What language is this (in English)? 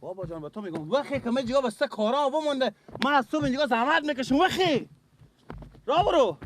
Persian